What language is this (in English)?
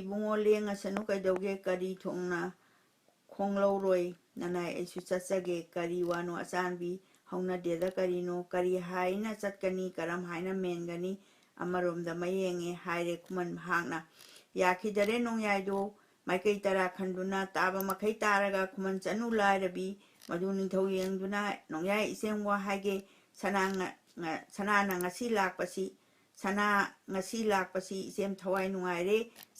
Manipuri